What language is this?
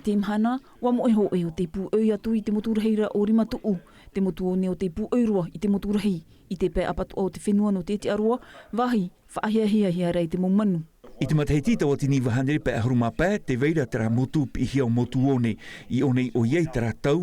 Tahitian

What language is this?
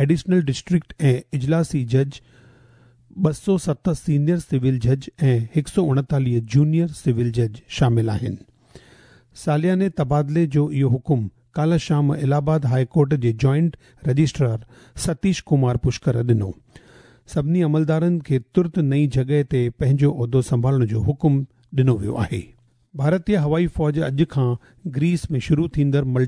Sindhi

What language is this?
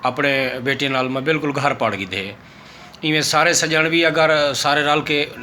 Saraiki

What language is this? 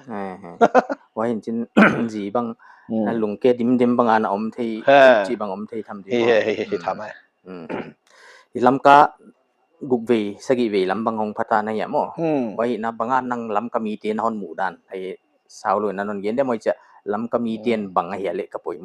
Tedim Chin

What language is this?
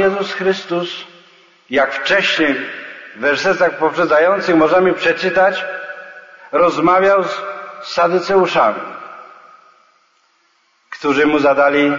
Polish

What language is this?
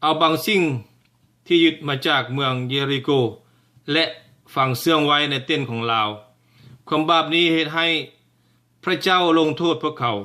Lao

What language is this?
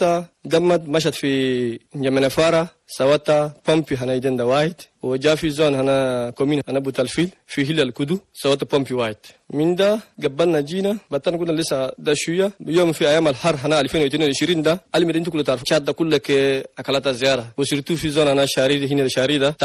Chadian Arabic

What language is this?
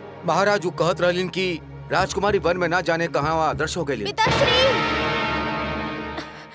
Bhojpuri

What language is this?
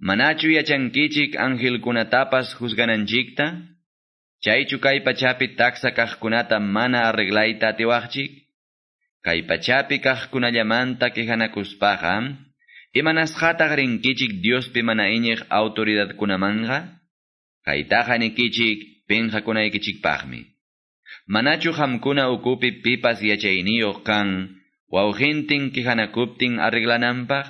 Quechua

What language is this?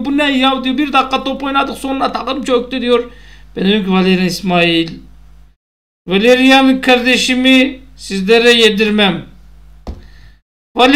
Turkish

